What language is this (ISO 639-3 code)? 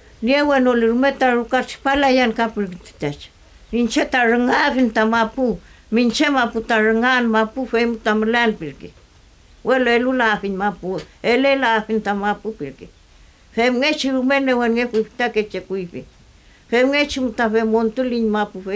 arn